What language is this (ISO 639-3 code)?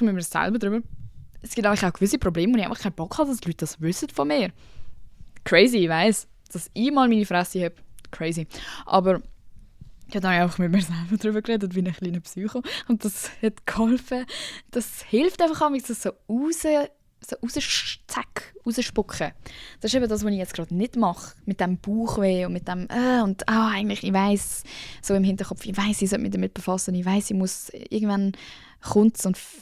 gsw